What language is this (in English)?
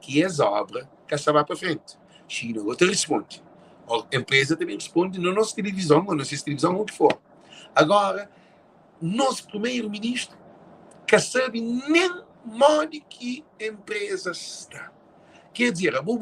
Kabuverdianu